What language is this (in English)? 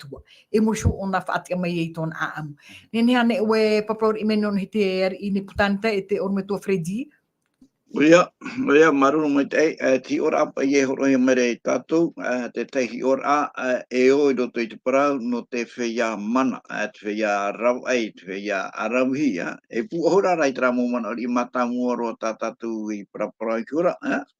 Tahitian